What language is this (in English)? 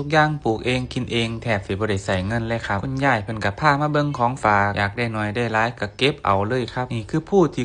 Northeastern Thai